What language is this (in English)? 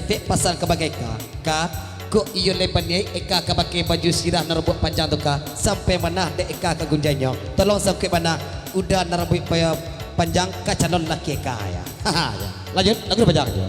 Minangkabau